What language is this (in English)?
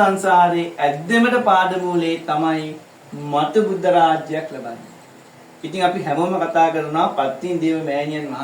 Sinhala